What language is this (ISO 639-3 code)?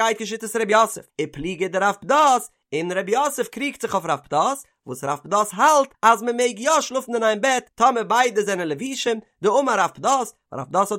yid